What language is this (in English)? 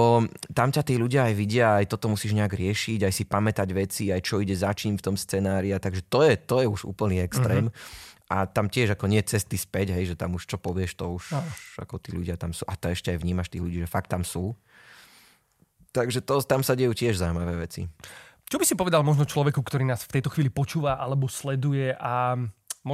Slovak